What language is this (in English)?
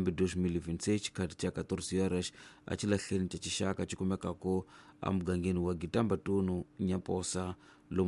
Tsonga